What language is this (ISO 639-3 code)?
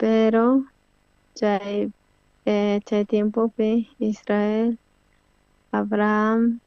quh